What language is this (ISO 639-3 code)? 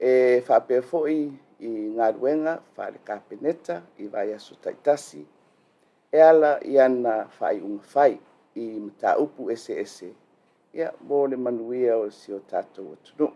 smo